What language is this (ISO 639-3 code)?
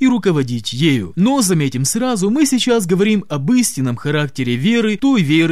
rus